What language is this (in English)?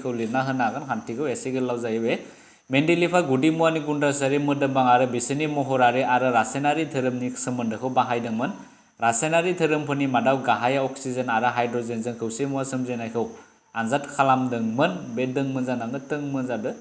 Bodo